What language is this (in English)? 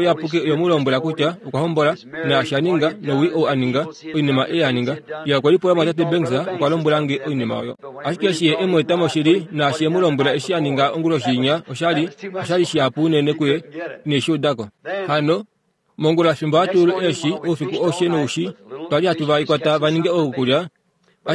Kuanyama